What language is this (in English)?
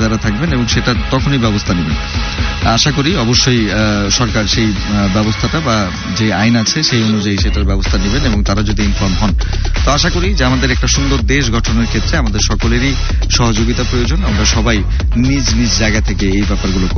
Bangla